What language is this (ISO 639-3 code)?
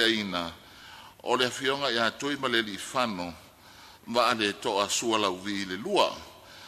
smo